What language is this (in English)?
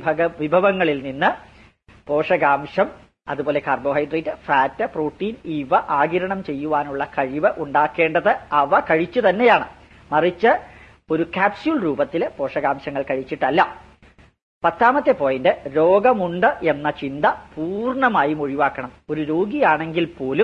Malayalam